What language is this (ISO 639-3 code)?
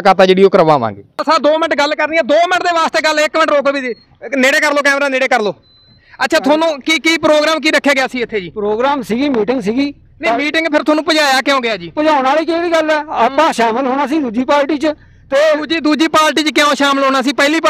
pan